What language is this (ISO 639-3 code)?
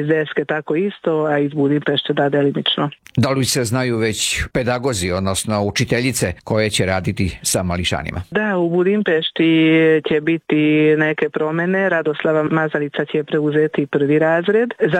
srp